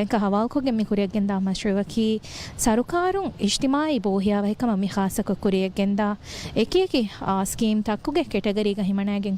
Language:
Divehi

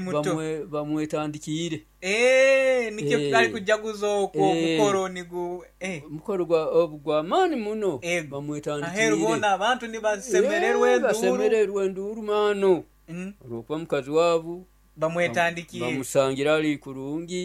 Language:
Nyoro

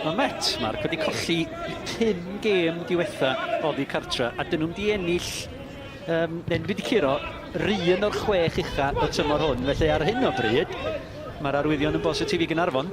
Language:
Welsh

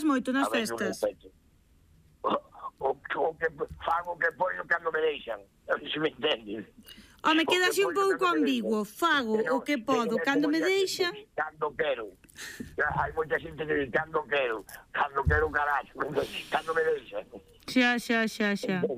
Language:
Galician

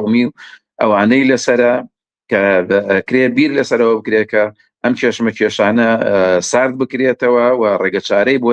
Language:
Central Kurdish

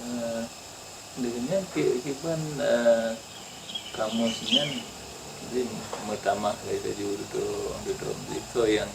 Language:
Achinese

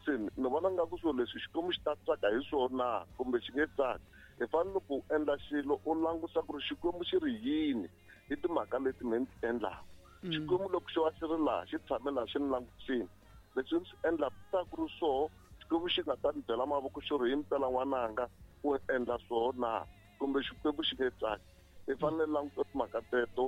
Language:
Tsonga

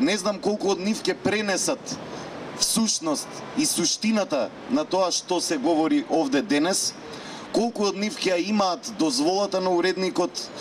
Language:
Macedonian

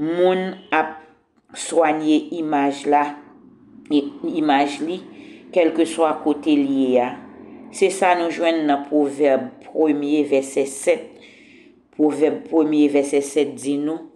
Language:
Haitian Creole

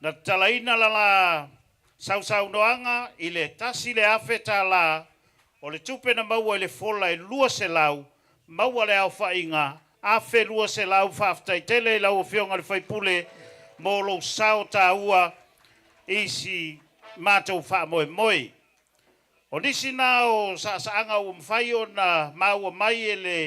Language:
Samoan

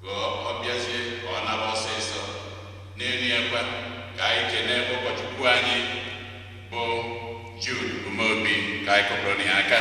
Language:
Igbo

